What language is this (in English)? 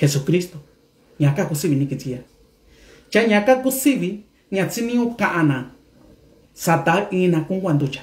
Mixtepec Mixtec